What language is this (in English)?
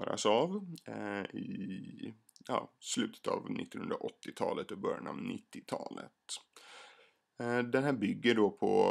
Swedish